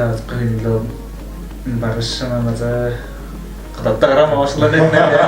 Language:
Tuvinian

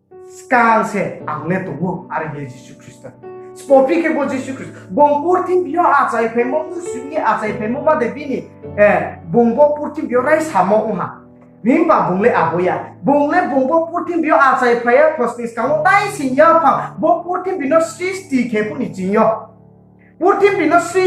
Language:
Riang (India)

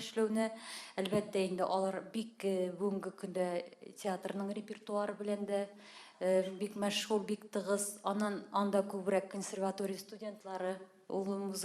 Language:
Tatar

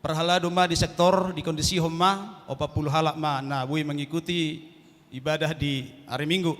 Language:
Batak Toba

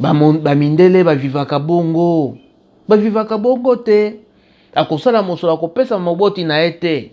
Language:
Lingala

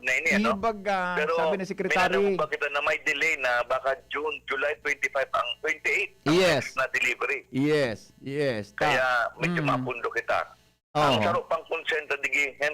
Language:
Bikol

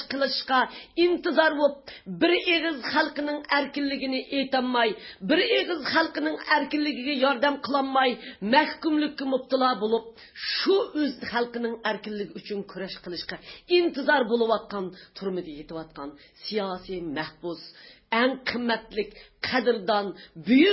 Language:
Uyghur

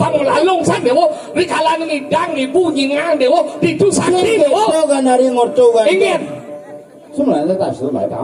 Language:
Balinese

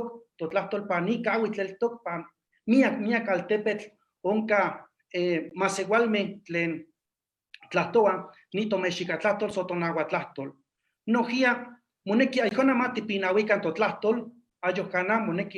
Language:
Eastern Huasteca Nahuatl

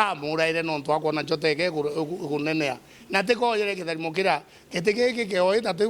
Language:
Meru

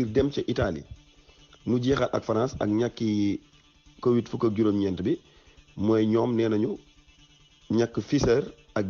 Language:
Wolof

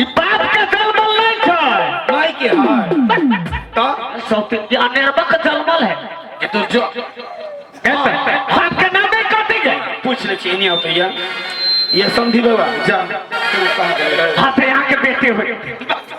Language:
Maithili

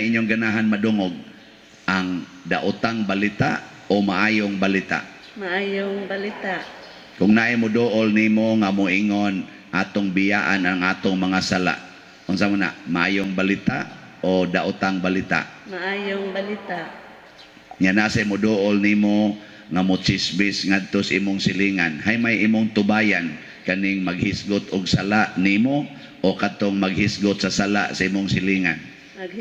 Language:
Cebuano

